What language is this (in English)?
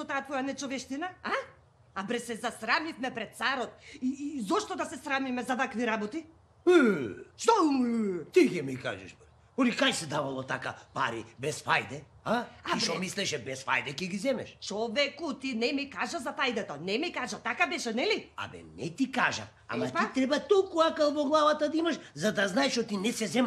Macedonian